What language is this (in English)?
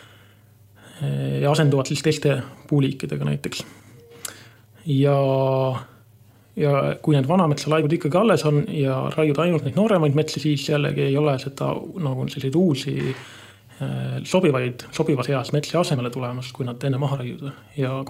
Estonian